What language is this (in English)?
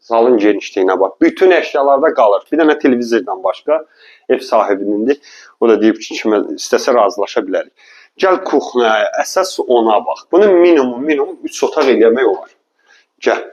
Azerbaijani